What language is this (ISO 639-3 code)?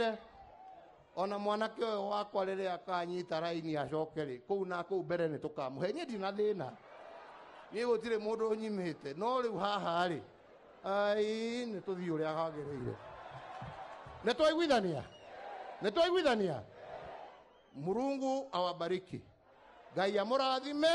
kik